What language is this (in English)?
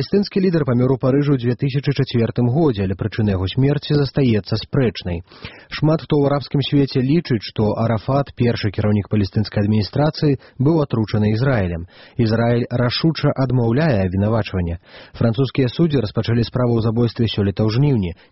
Belarusian